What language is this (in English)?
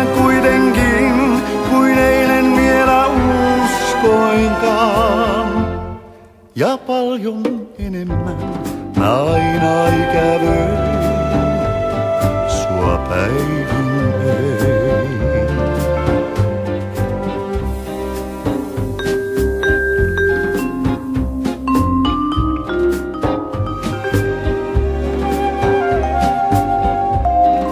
Finnish